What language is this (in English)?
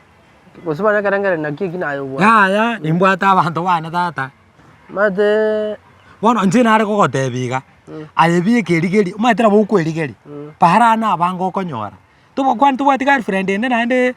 Gusii